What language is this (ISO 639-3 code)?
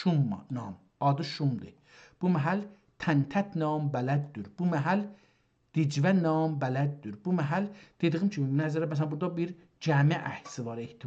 azb